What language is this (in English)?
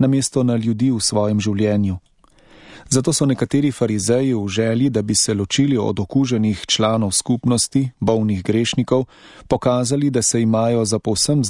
Slovenian